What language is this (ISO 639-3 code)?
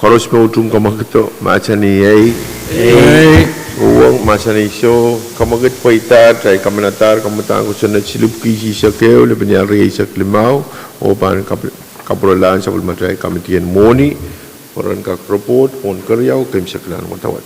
pon